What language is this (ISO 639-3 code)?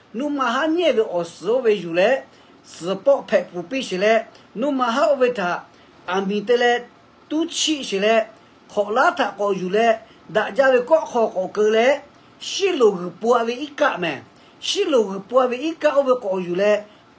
lhu